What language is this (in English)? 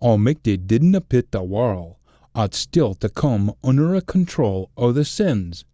Scots